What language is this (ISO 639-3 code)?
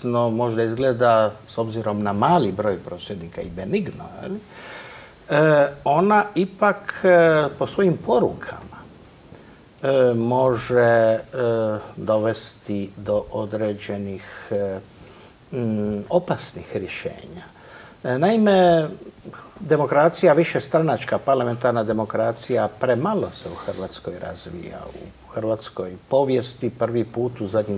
hrv